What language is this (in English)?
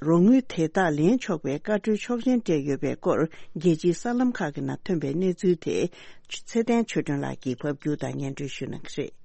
Tibetan